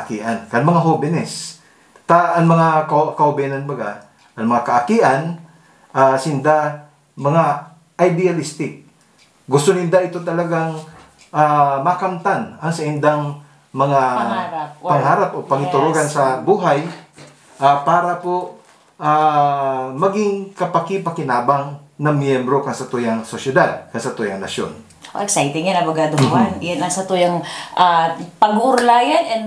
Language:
Bikol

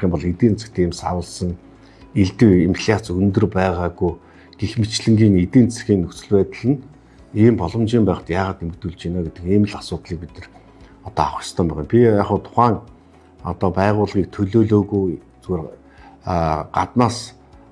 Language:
Mongolian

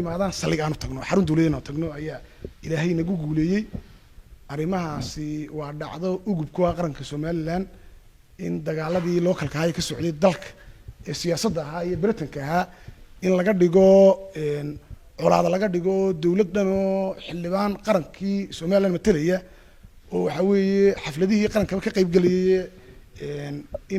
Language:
Somali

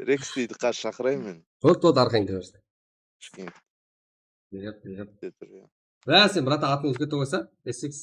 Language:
Kara-Kalpak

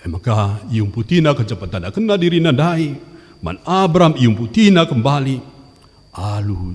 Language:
Batak Karo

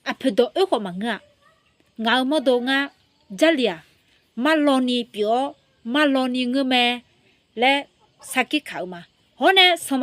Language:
Akha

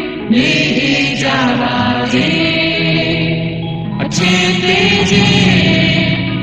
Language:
Burmese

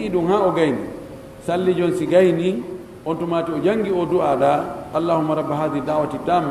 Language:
Pular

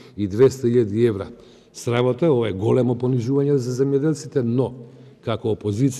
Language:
Macedonian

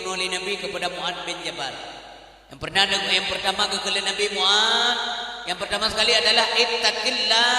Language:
Achinese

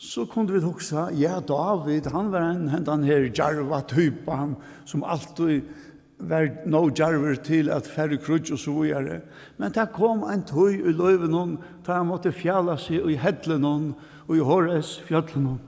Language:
Faroese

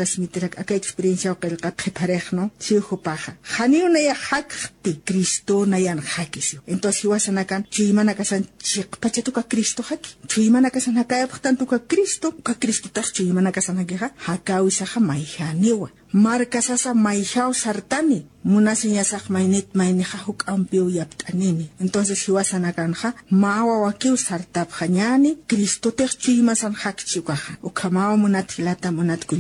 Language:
Aymara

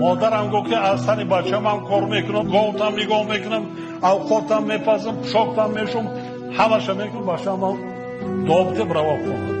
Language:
Tajik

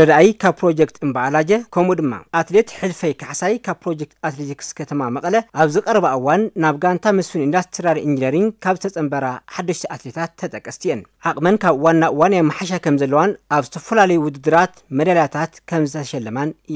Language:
Tigrinya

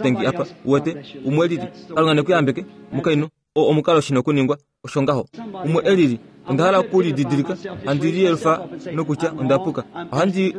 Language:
Kuanyama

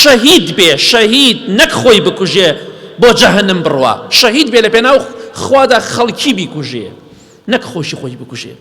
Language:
Central Kurdish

